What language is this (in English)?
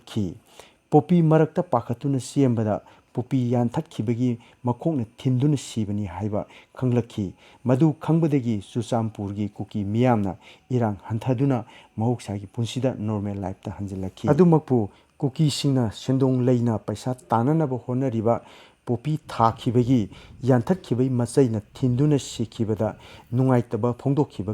Manipuri